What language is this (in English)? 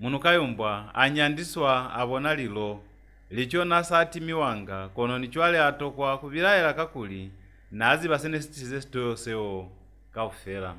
Lozi